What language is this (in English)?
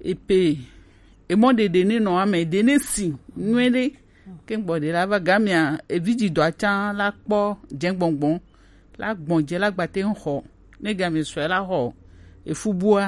Gen